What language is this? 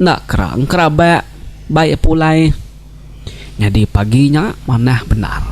Iban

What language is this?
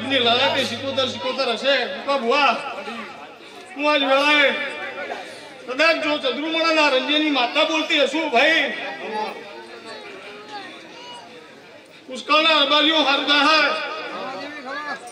Gujarati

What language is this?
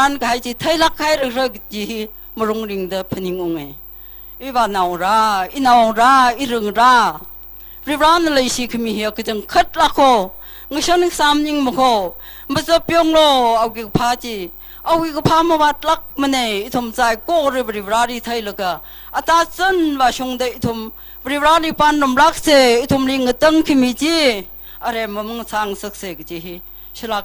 Tangkhul Naga (India)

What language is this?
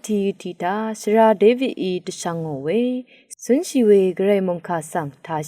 Rawang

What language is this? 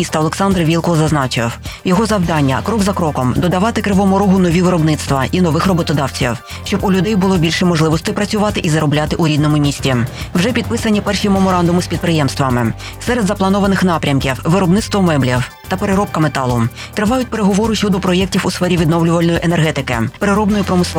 Ukrainian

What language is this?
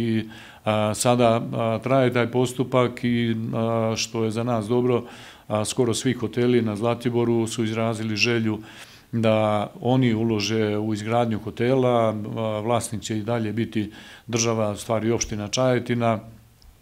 Serbian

